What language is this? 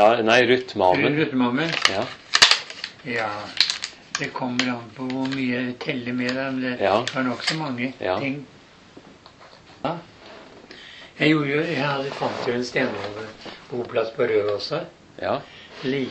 Norwegian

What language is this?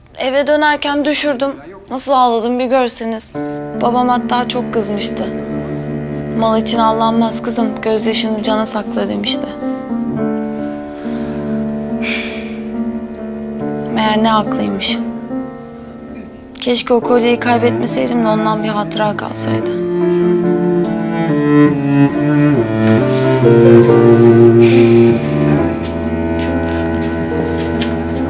Turkish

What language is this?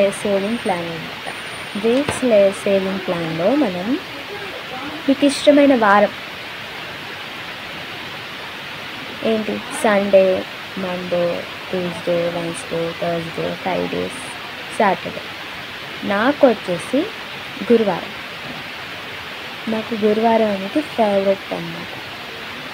Telugu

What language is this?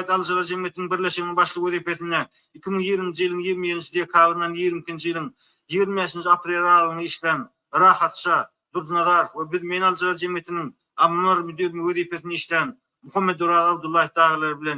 Turkmen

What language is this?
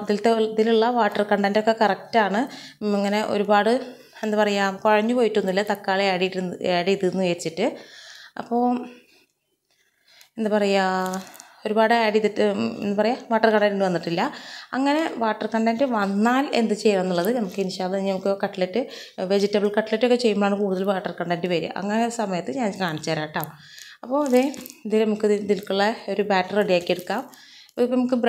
Malayalam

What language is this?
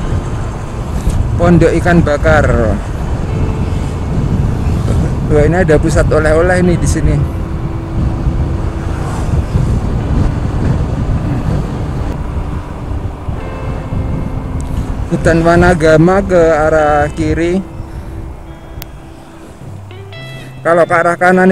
Indonesian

